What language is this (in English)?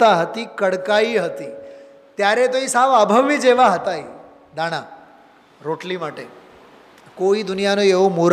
Gujarati